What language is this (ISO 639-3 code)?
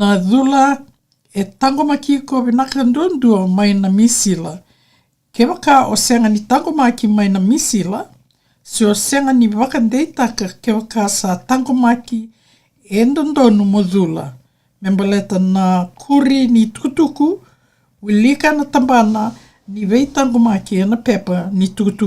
fij